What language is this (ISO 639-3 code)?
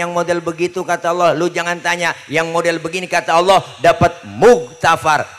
bew